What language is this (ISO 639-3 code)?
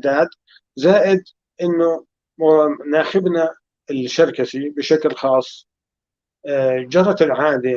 apc